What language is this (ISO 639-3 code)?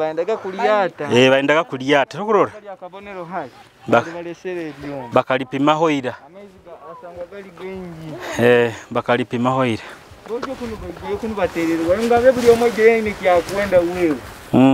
nyo